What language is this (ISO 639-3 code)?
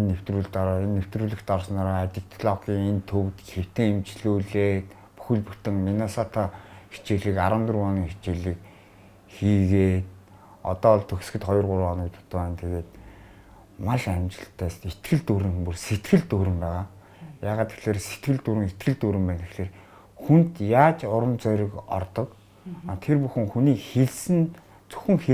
mon